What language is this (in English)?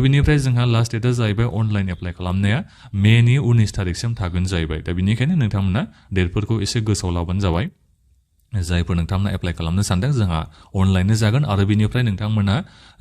Bodo